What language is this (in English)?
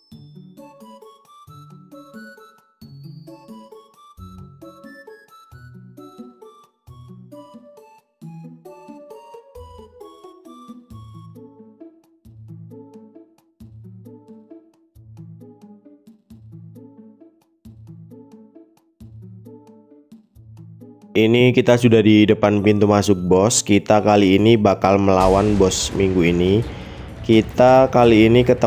Indonesian